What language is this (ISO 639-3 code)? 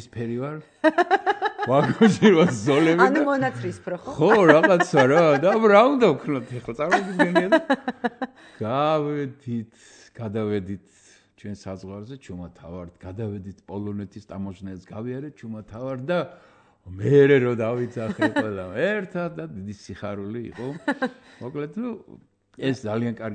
kat